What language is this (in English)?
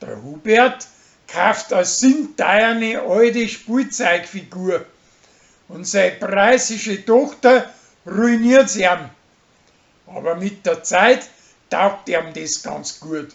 Bavarian